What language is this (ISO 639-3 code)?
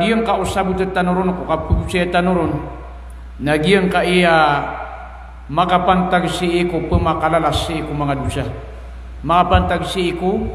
mrw